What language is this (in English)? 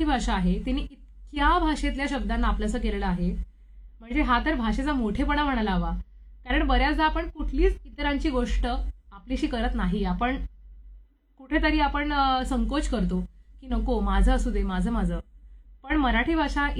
Marathi